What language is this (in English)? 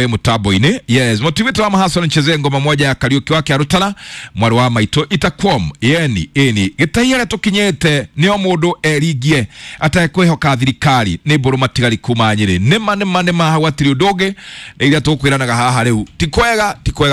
Kikuyu